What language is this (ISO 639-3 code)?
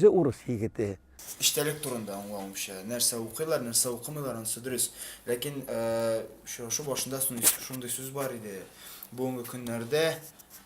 tat